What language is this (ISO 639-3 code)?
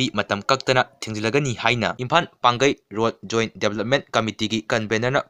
mni